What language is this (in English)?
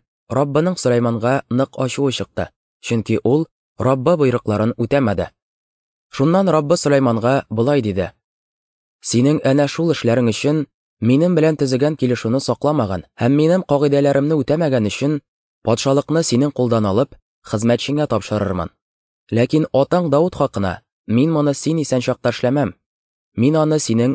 Tatar